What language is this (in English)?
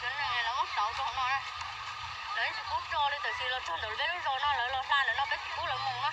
Hmong